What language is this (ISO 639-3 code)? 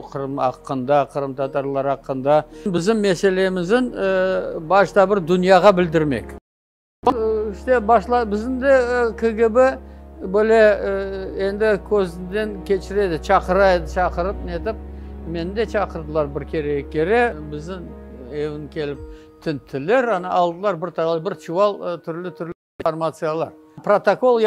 crh